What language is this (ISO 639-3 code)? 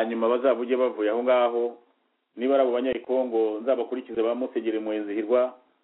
kin